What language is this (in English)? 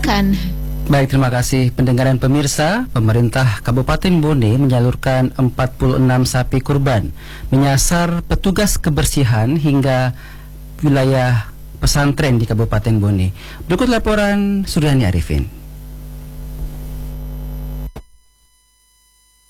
Indonesian